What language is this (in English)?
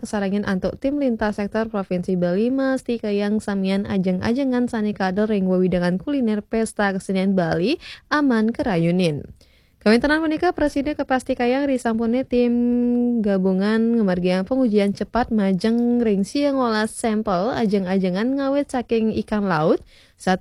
Balinese